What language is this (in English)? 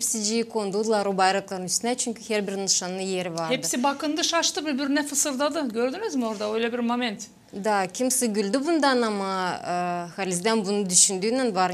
Gagauz